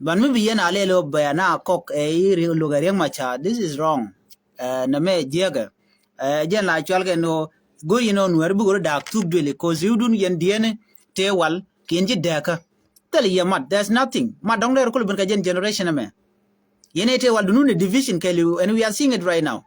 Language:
Nuer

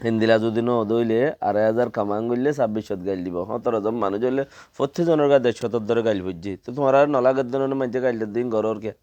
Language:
Rohingya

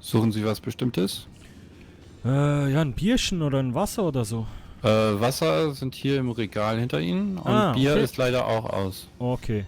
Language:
Swiss German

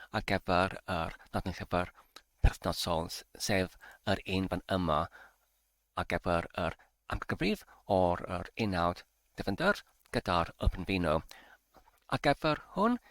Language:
Welsh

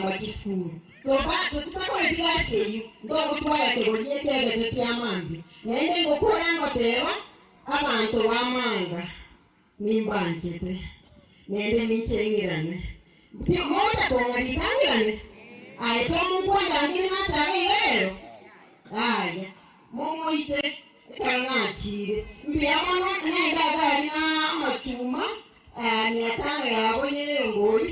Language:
Gusii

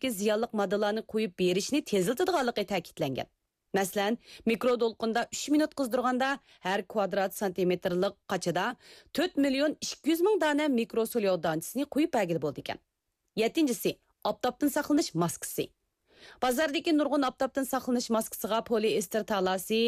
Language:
Uyghur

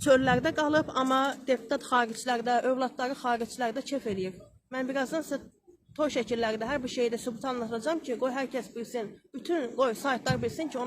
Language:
Azerbaijani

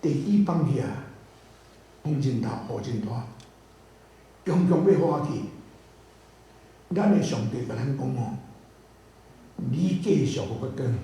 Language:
Min Nan Chinese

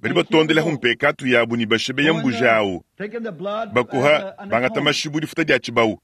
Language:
Luba-Lulua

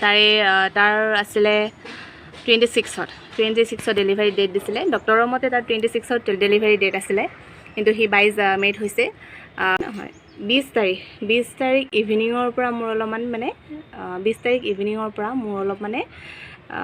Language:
Assamese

